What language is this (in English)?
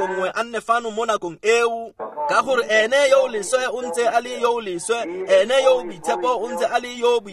Tswana